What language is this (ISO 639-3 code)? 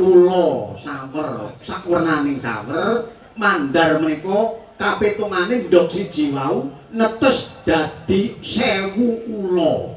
jav